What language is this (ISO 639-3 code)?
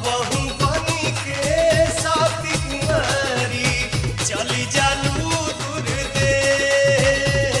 bho